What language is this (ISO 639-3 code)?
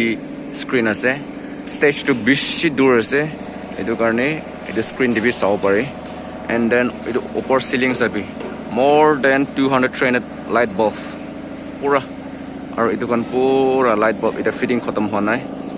nag